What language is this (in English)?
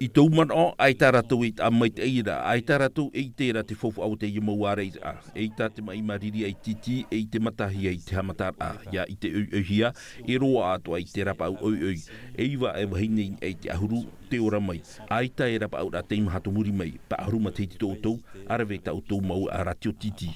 Tahitian